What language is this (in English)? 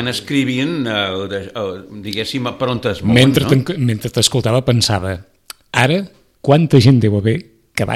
Catalan